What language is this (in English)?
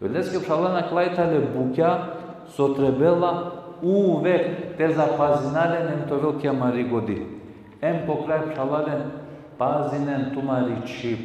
Balkan Romani